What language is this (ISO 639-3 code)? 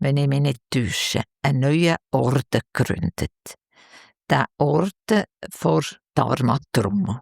gsw